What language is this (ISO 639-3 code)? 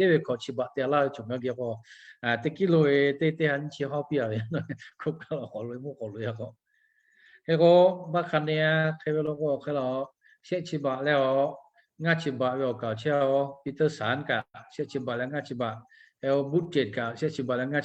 lhu